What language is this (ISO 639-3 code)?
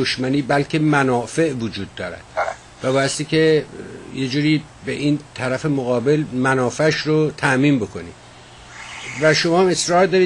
fas